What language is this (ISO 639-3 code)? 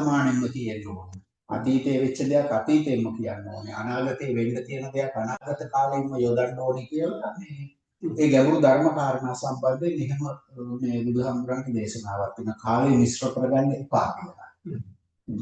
sin